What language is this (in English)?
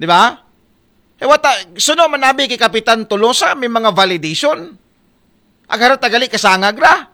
Aklanon